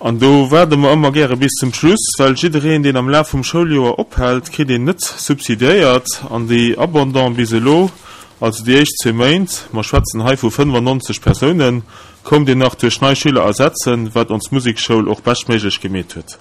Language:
Luxembourgish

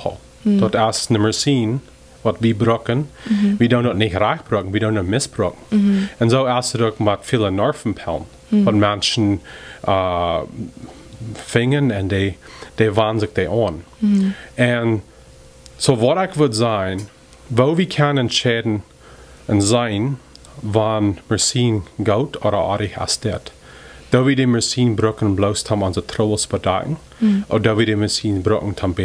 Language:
Plautdietsch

